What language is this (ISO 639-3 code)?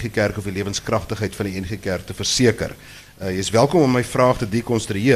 afr